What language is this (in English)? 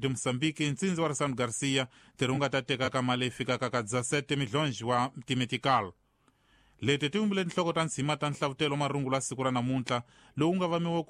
Tsonga